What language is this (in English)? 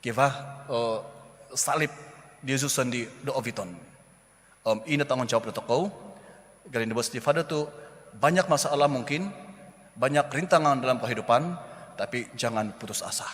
Central Dusun